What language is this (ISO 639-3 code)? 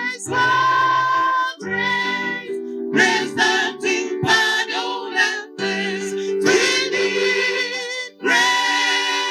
guz